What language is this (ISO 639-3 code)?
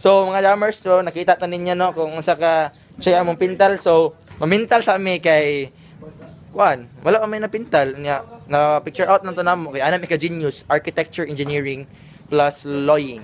ceb